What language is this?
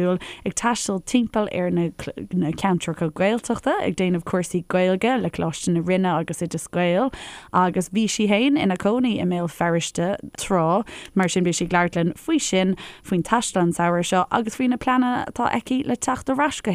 Irish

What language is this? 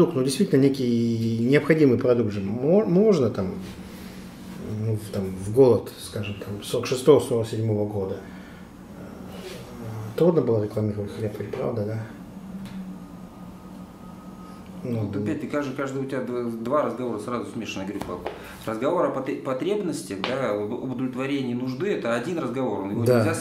Russian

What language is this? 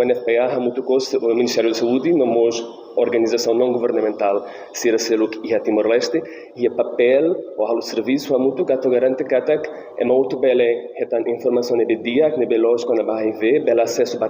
Tetum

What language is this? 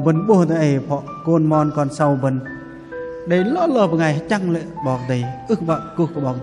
Bahnar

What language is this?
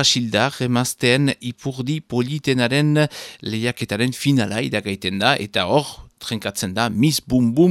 Basque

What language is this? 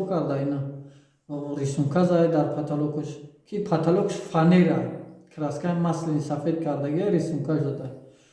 Tajik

